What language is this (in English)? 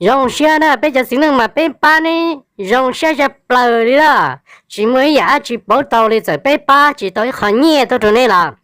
Hmong